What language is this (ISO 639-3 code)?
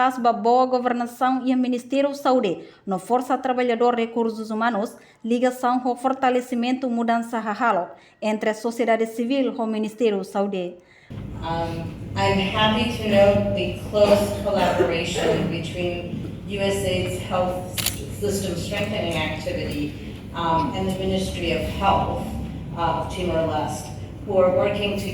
tet